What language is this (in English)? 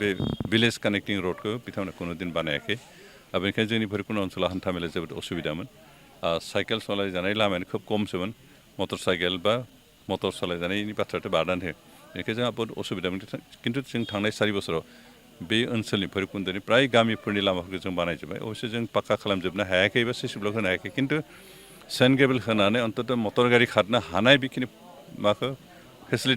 Bodo